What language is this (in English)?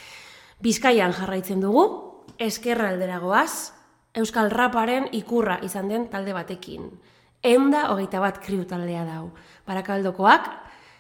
Basque